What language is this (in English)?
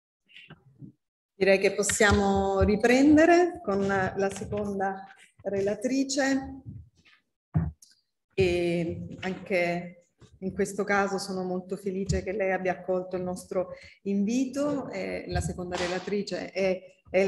Italian